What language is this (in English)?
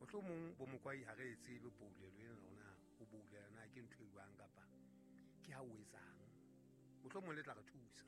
Southern Sotho